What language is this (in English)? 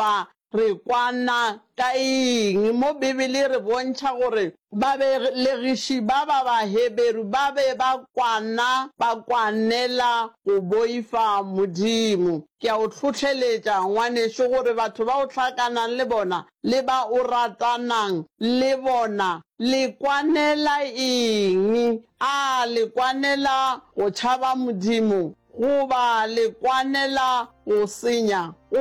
Northern Sotho